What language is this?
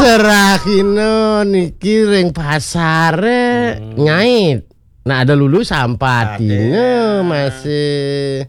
Balinese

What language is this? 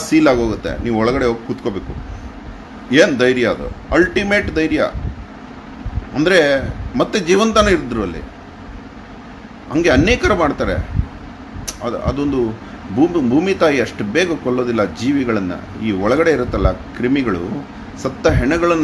Kannada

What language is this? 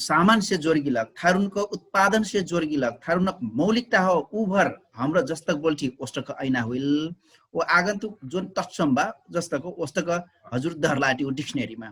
Dangaura Tharu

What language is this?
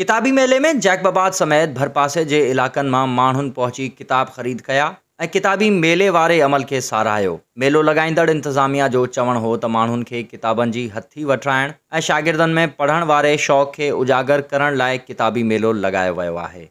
Sindhi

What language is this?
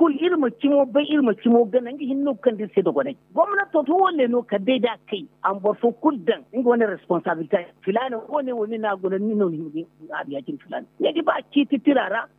Zarma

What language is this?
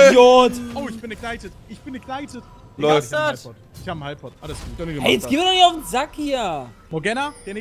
German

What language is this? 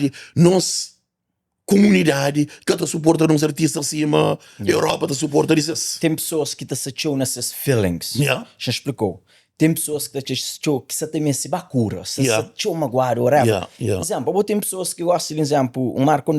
Kabuverdianu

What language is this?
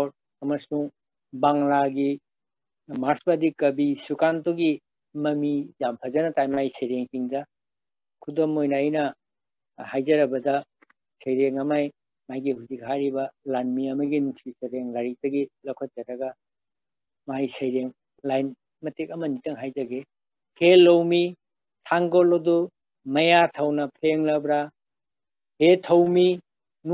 Manipuri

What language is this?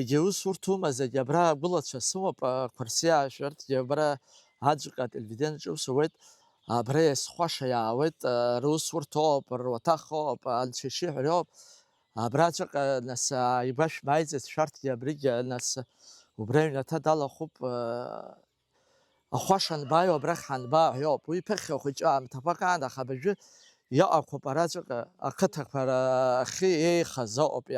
Abkhazian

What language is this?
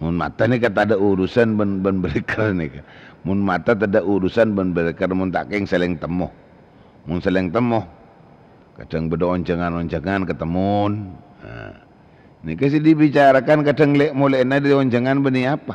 Madurese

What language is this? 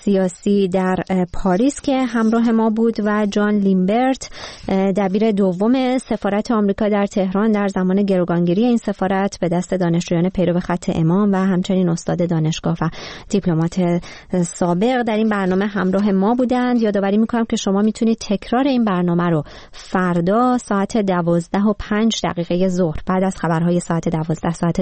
Persian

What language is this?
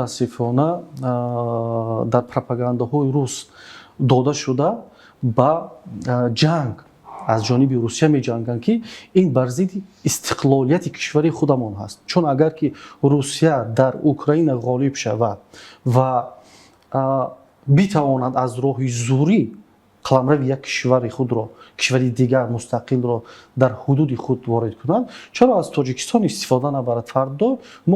Tajik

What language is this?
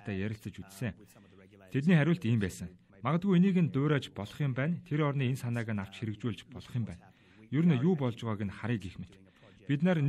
Mongolian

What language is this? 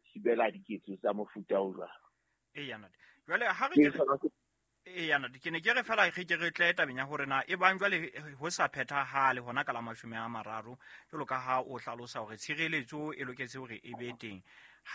Southern Sotho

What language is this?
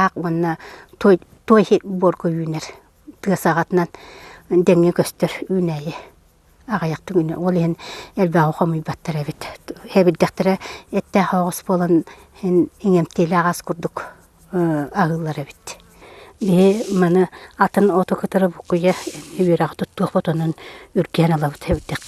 Yakut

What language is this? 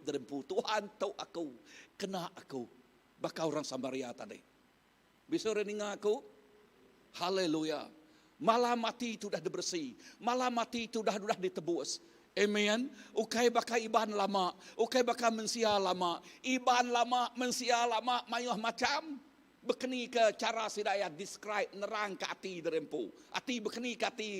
Iban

